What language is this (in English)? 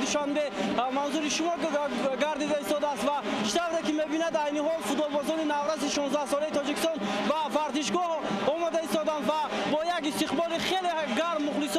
Tajik